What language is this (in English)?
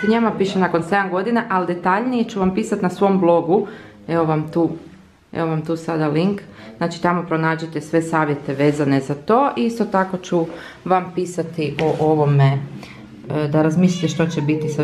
Croatian